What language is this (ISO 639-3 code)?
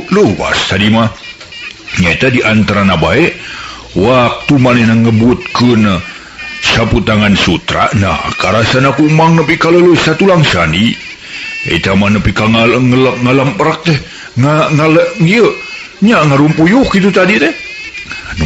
sun